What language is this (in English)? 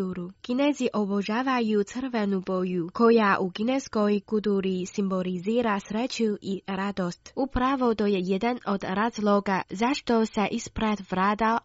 Croatian